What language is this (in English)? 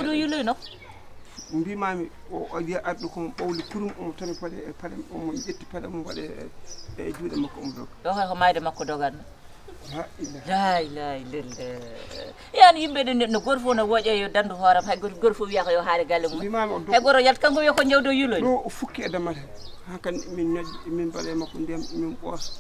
Fula